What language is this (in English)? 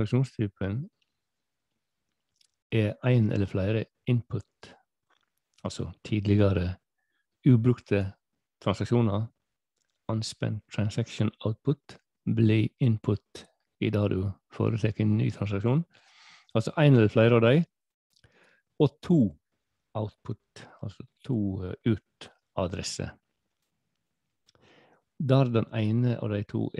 Norwegian